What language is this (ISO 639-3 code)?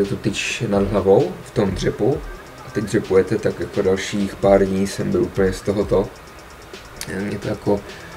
ces